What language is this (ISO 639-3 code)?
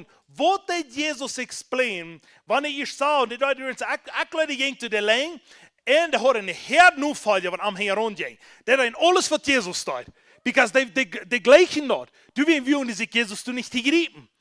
pdt